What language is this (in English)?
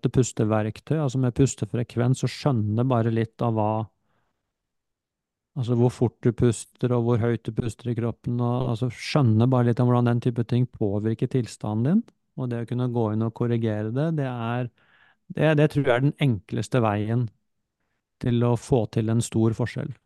Norwegian